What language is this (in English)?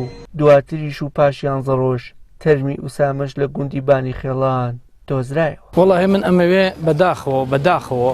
Central Kurdish